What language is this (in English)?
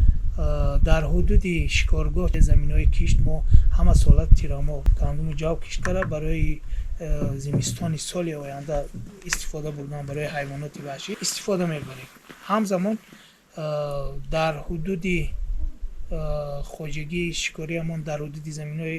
Tajik